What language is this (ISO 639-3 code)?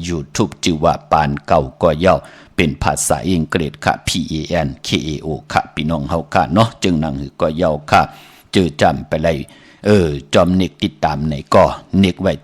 shn